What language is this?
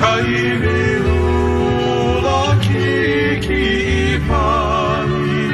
Hawaiian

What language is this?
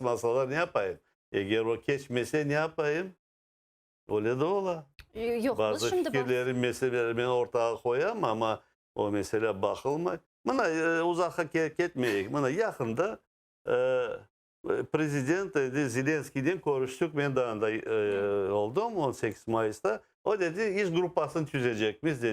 Crimean Tatar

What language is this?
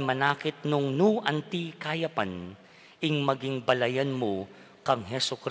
Pampanga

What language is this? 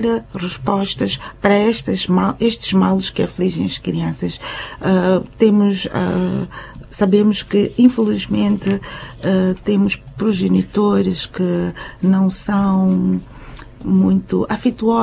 Portuguese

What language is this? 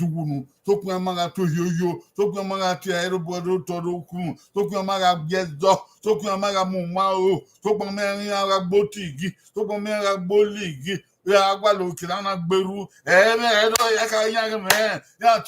Bini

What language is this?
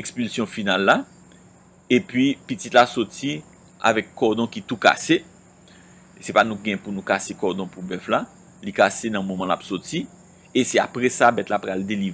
Haitian Creole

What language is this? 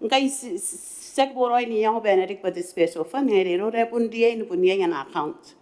Gilbertese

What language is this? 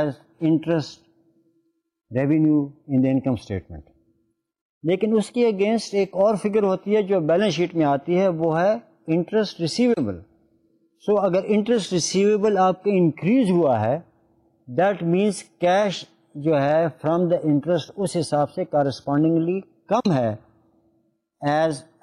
Urdu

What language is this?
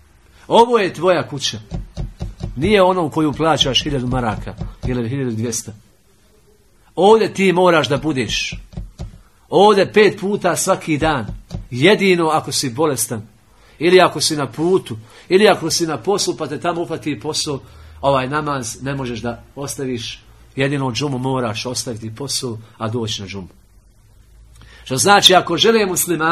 Bosnian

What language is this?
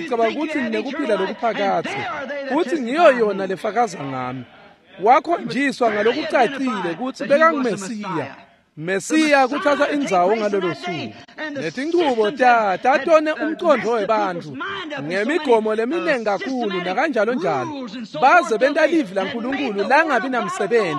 Swati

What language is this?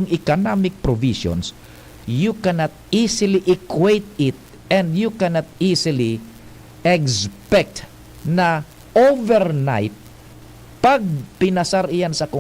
Bikol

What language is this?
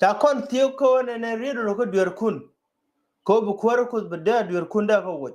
Nuer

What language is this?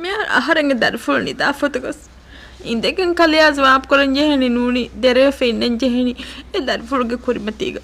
Divehi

